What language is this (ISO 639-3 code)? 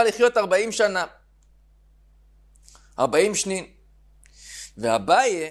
heb